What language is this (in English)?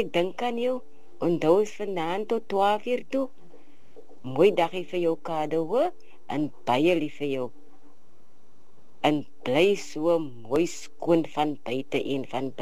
Afrikaans